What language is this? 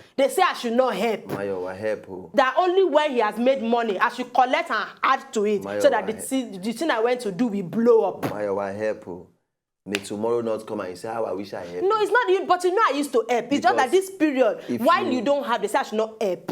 Nigerian Pidgin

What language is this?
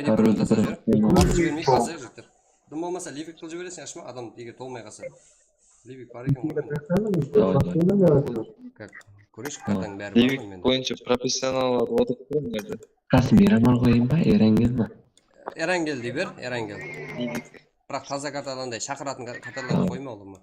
Kara-Kalpak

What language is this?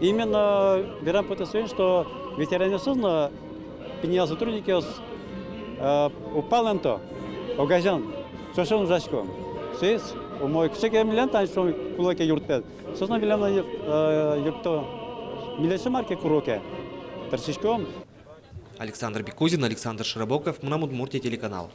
Udmurt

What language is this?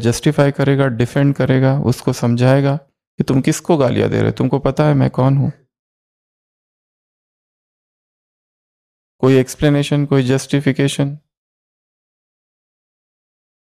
Hindi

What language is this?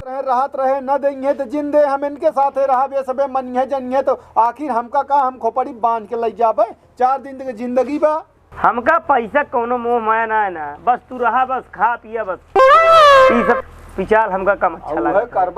Awadhi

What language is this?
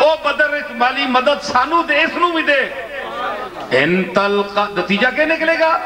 Western Panjabi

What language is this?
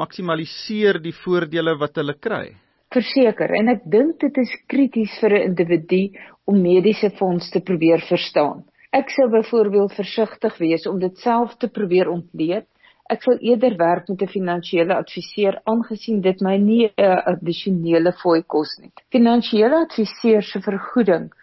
Afrikaans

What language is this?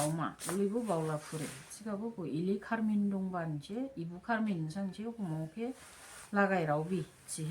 Dimasa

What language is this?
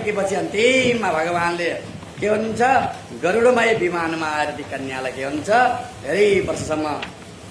Nepali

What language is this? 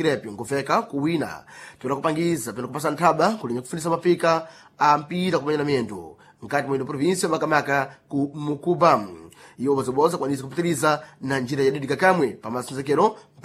Sena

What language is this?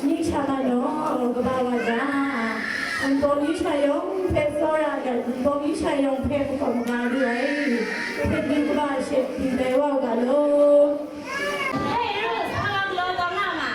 Kachin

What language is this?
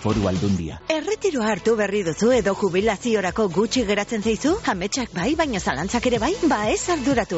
Basque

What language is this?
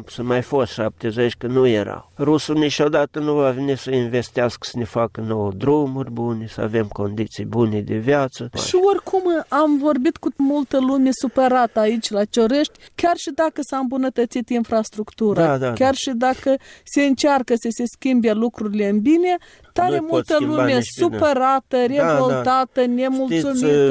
Romanian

